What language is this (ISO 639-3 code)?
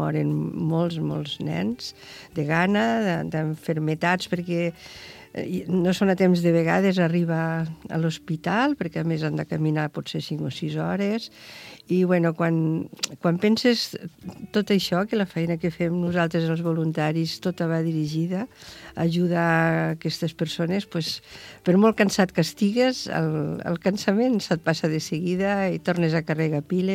cat